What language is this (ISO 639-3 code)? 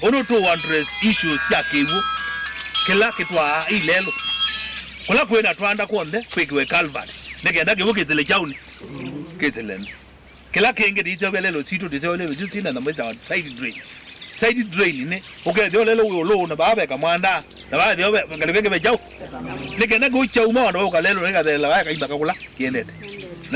kam